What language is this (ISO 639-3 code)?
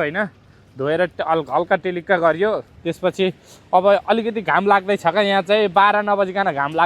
nep